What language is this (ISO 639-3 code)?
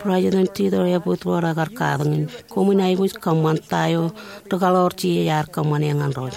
mah